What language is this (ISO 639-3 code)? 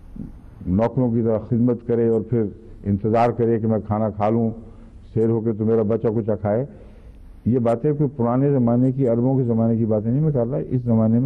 urd